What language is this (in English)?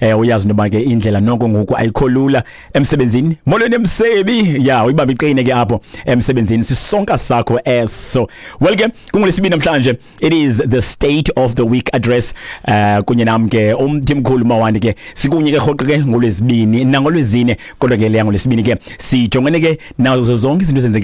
Xhosa